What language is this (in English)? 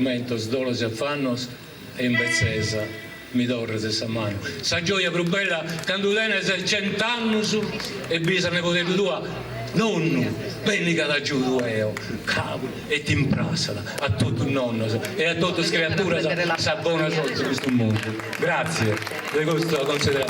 Sardinian